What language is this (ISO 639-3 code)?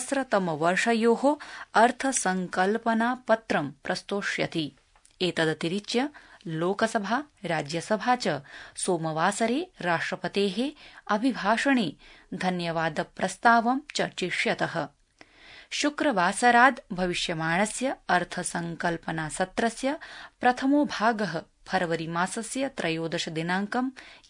san